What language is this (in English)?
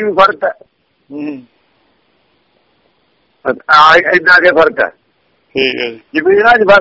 Punjabi